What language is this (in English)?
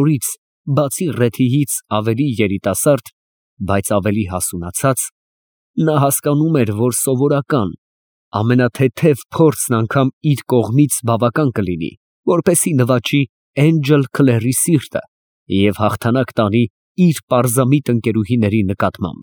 Armenian